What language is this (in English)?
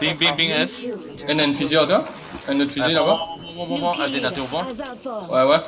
Morisyen